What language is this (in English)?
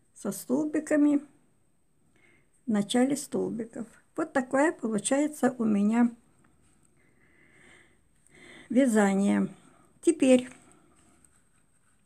Russian